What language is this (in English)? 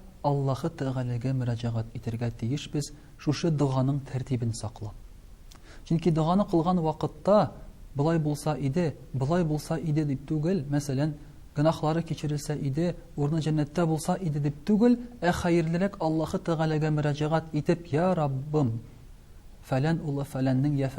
Tatar